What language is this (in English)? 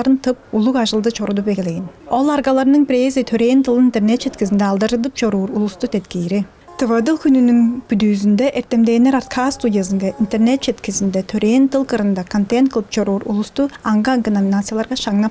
Tuvinian